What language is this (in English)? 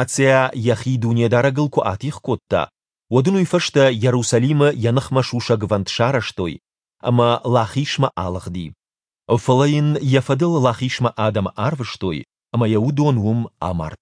Ossetic